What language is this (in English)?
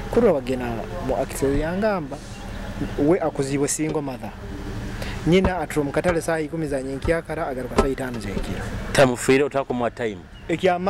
Nyoro